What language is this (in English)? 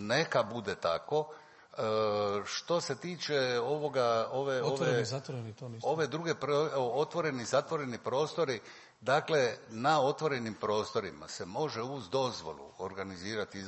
Croatian